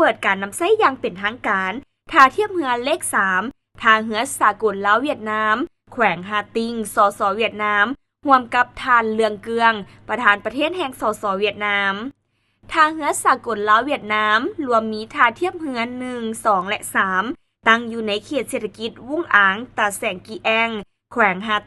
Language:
Lao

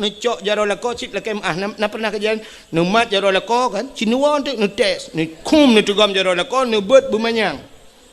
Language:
Achinese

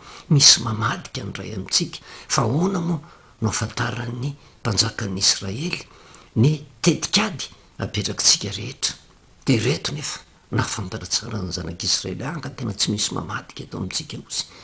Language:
Malagasy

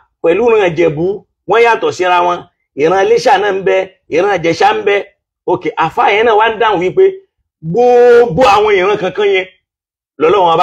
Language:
Yoruba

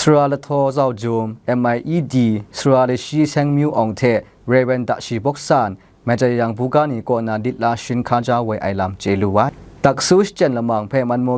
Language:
Kachin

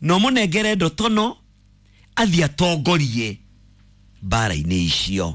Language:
Kikuyu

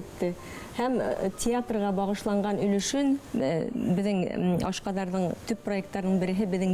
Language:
Bashkir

